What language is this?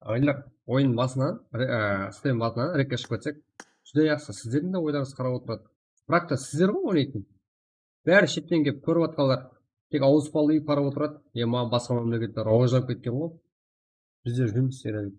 Kara-Kalpak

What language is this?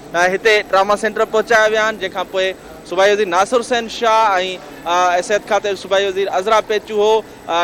Sindhi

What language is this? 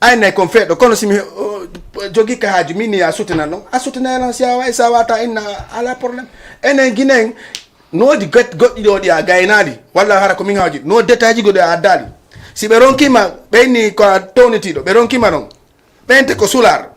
Fula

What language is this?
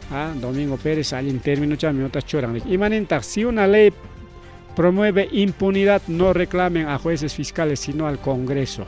Ayacucho Quechua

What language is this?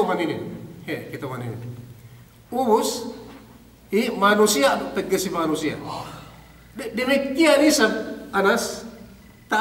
Yakan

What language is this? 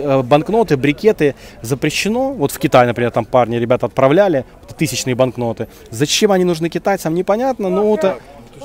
Russian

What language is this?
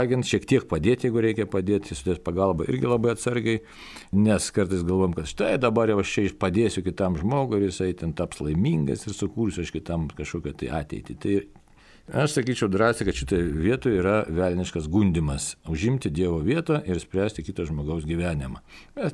Lithuanian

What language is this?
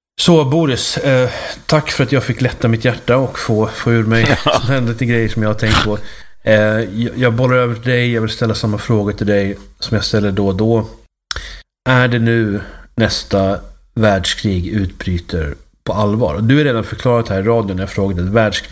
Swedish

